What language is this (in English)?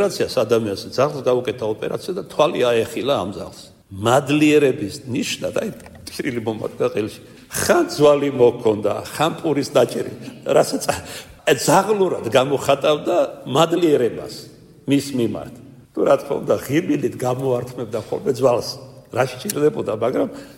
Georgian